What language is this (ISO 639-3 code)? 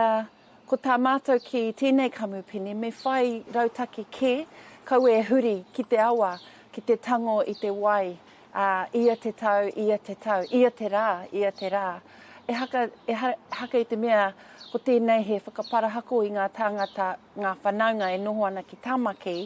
mri